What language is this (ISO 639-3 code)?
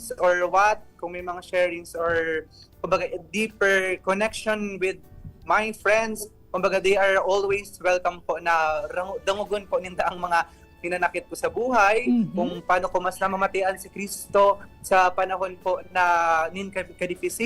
bik